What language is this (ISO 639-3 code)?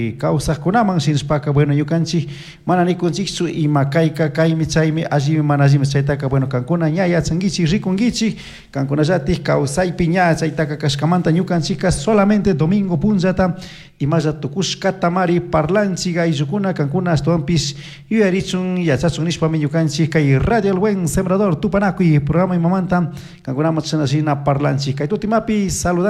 qug